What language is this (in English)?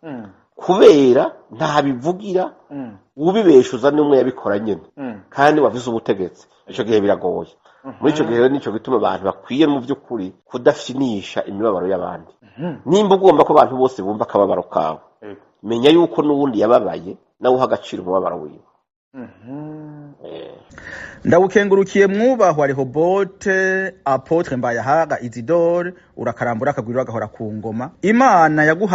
Rundi